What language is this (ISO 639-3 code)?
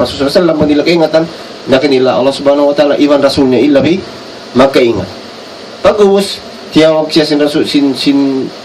tsg